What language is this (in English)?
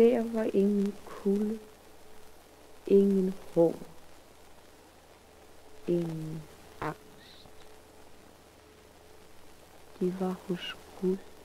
Danish